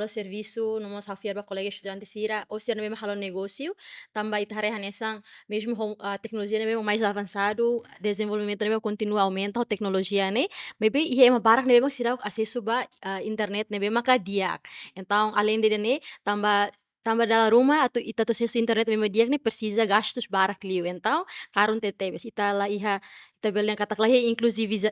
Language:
Tetum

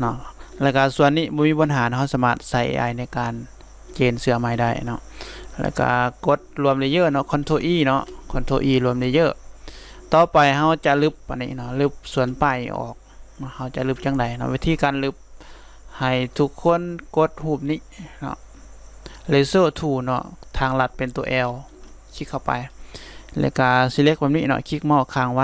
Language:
Lao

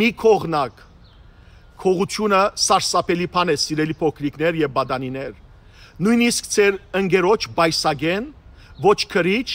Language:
Western Armenian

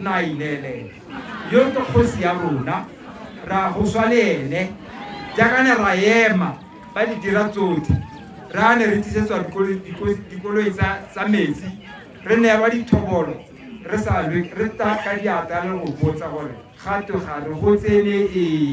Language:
Tswana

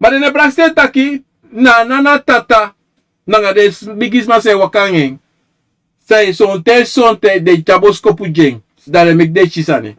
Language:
Sranan Tongo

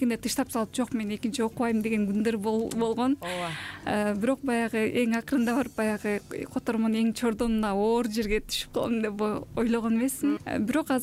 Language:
Kyrgyz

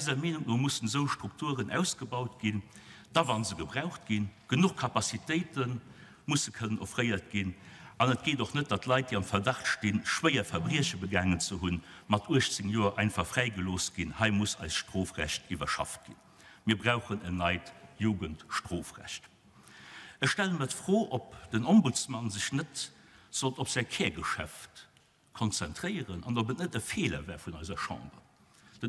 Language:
Luxembourgish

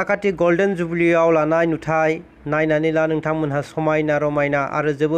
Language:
Bodo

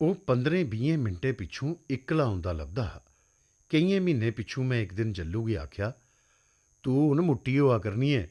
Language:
Dogri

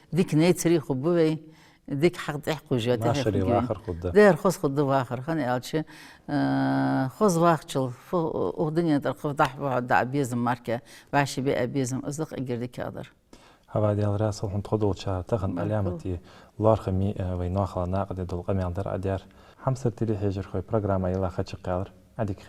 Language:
Ingush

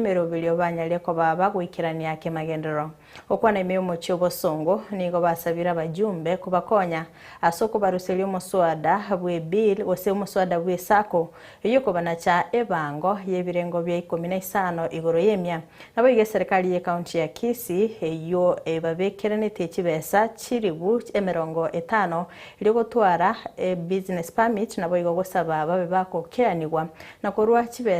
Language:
Gusii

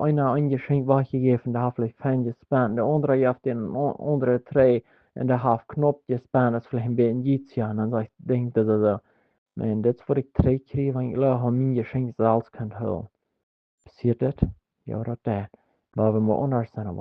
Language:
Plautdietsch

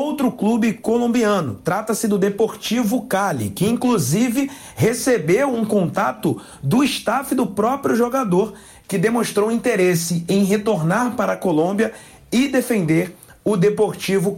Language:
Portuguese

